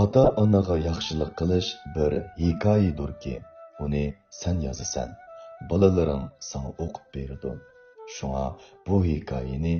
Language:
Uyghur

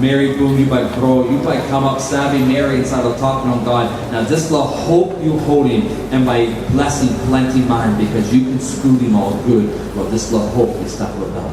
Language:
Tok Pisin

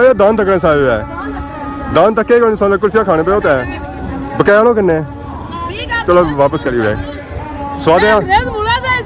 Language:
Pahari-Potwari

